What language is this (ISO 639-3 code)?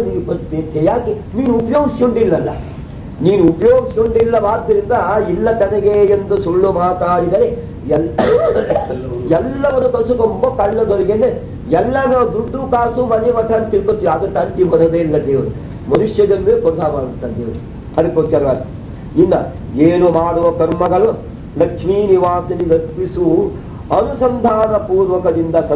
kan